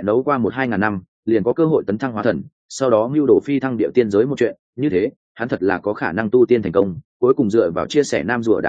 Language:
Vietnamese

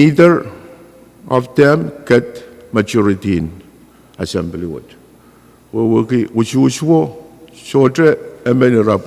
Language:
Pohnpeian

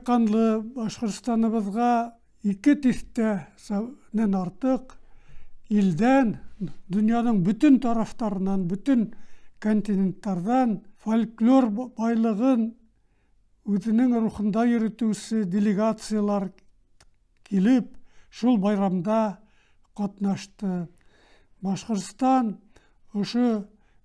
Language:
Bashkir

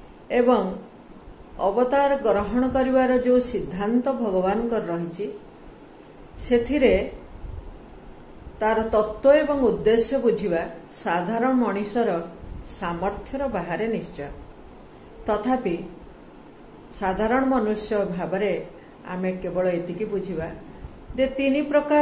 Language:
Odia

